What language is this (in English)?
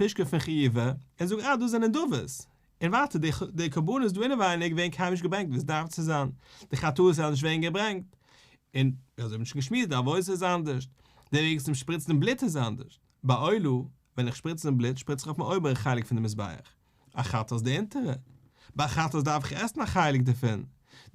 Yiddish